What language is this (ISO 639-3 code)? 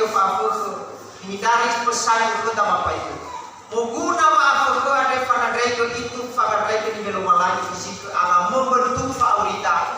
nia